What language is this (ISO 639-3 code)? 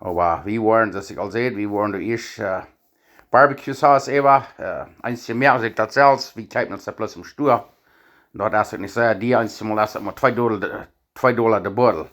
pdt